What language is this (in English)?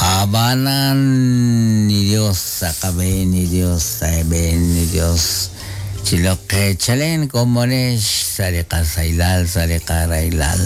Kekchí